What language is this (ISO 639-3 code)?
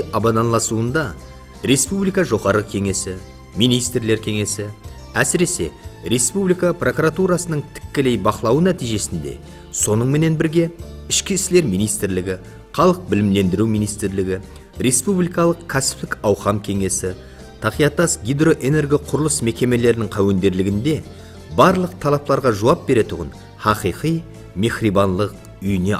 kaa